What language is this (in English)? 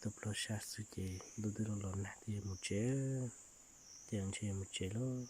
Hmong